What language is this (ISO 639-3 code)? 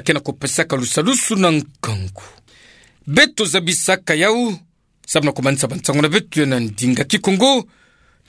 ktu